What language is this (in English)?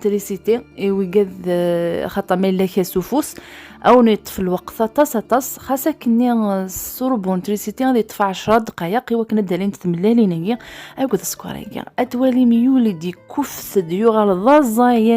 Kabyle